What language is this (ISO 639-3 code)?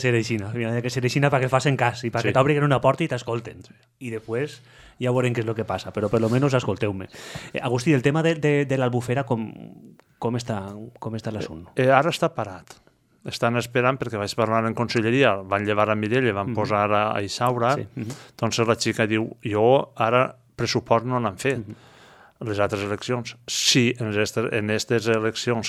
cat